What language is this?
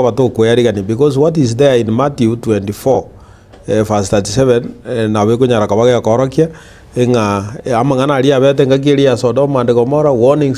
Gusii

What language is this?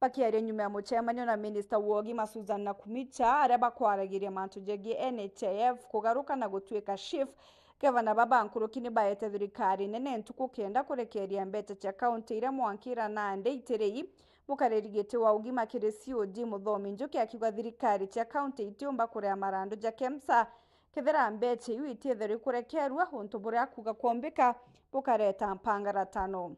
Meru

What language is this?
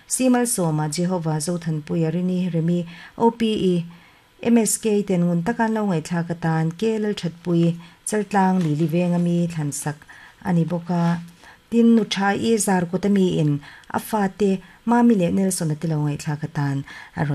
Mizo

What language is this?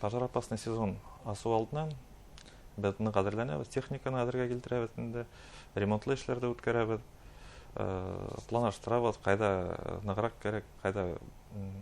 Bashkir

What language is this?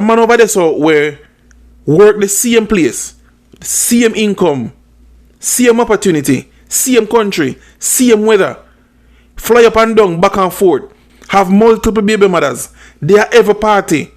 Jamaican Creole English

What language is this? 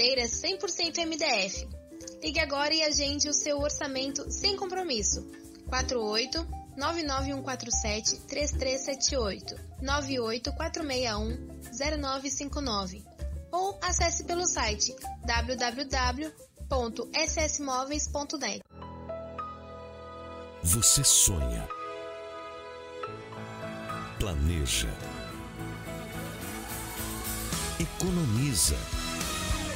Portuguese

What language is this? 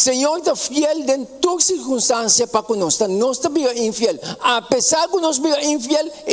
Papiamento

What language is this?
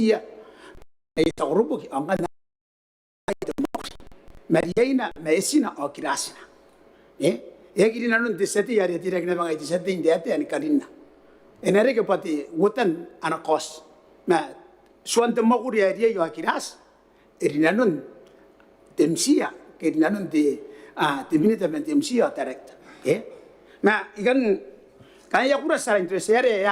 Gilbertese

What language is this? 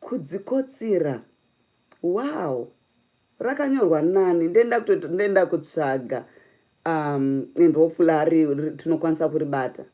Shona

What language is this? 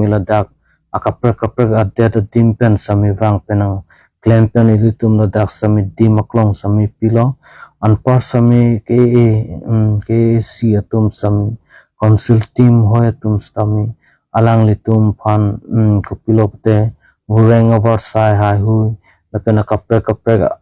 Karbi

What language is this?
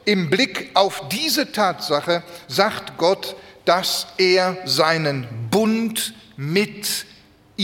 German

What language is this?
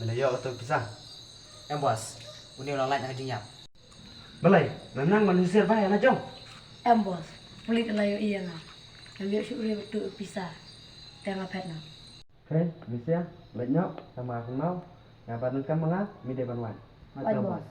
Khasi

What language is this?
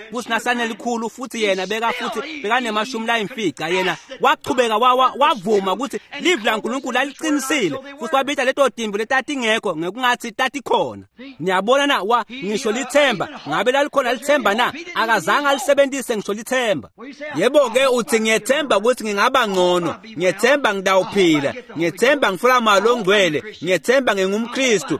Swati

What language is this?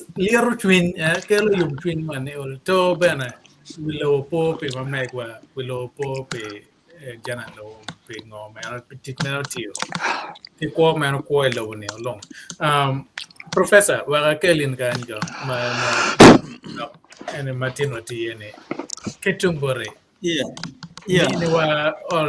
Acoli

